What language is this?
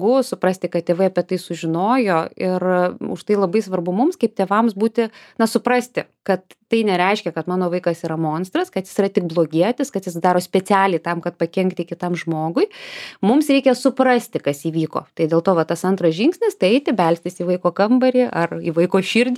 Lithuanian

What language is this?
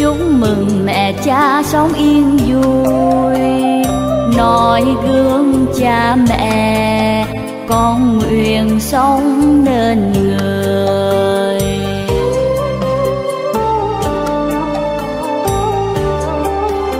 Vietnamese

